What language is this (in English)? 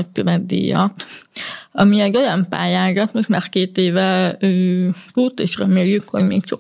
Hungarian